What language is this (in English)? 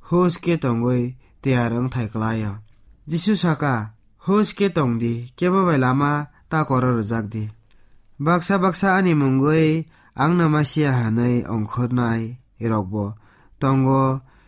Kok Borok